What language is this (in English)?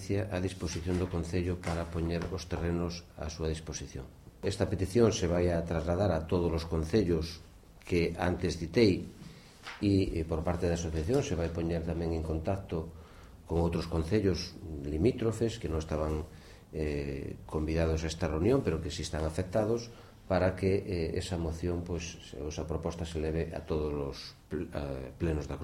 Galician